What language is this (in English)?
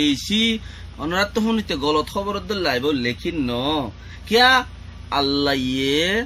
Rohingya